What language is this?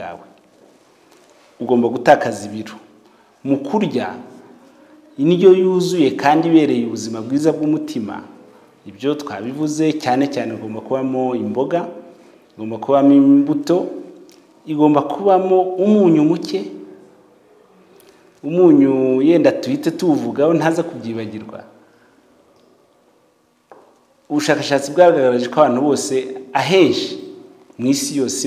Kinyarwanda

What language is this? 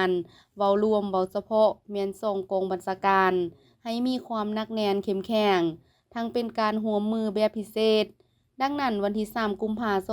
Lao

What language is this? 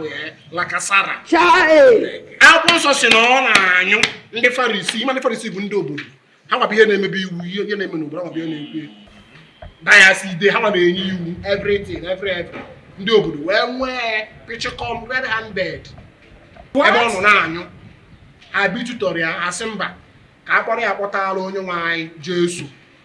Igbo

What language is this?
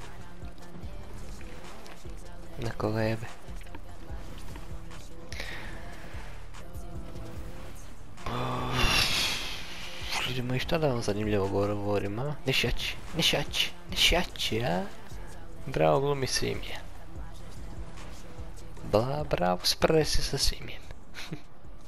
Croatian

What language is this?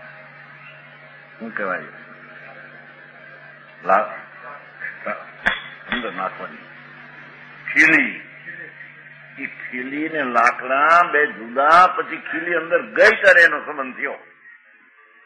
Gujarati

